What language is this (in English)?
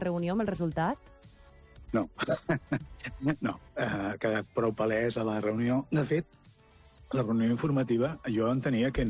Catalan